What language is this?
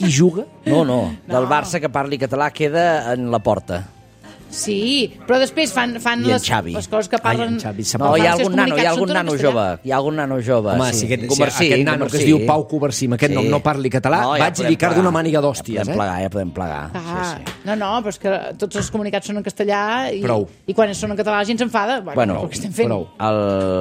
Catalan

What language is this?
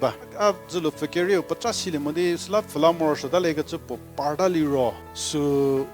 Angami Naga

